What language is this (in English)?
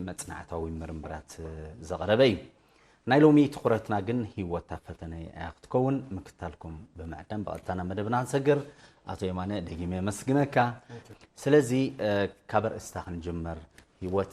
Tigrinya